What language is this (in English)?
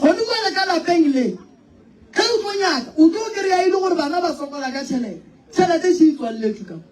Northern Sotho